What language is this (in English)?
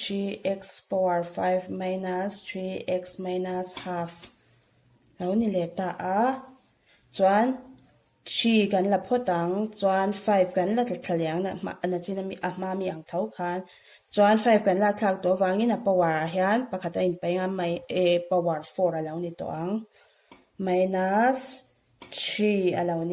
Mizo